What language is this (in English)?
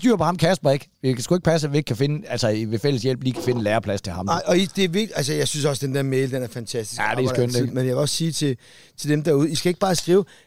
Danish